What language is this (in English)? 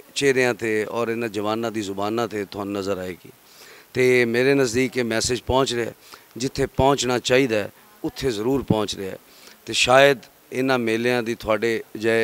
Western Panjabi